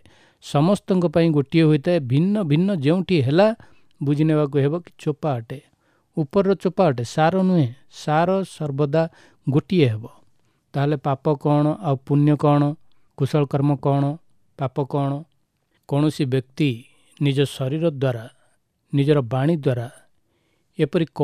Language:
Odia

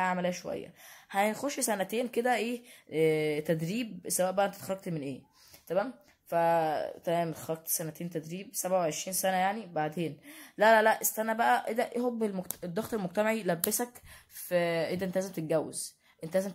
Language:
Egyptian Arabic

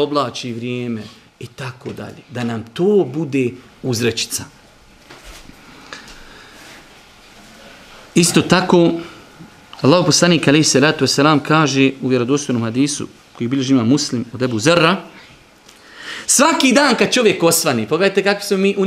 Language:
Bosnian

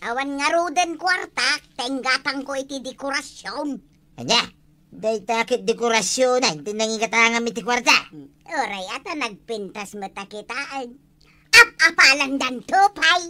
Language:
Iloko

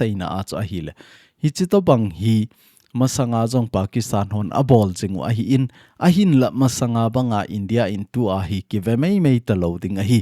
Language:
Thado Chin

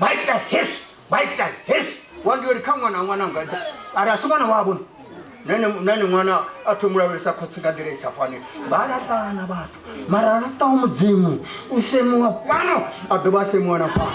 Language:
Venda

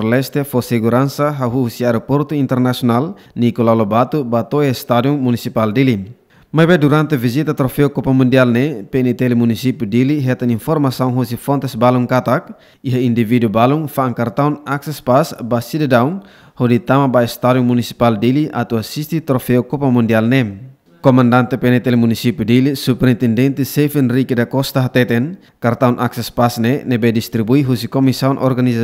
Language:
Tetum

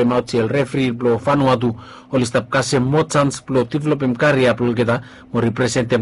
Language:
Bislama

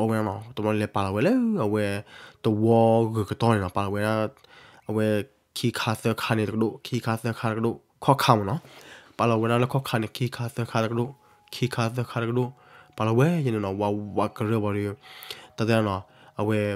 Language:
S'gaw Karen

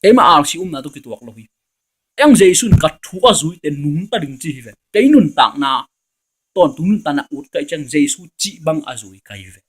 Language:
Tedim Chin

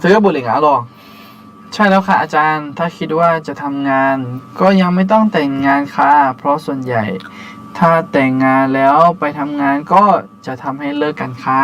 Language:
Akha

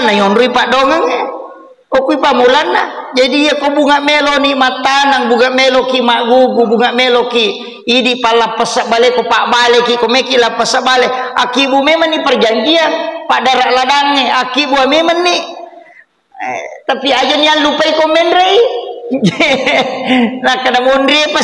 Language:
Buginese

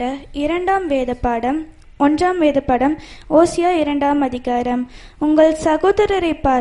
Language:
Tamil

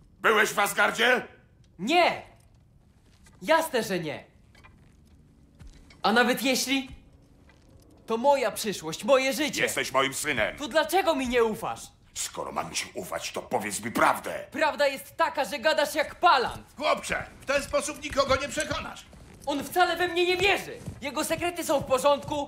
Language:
Polish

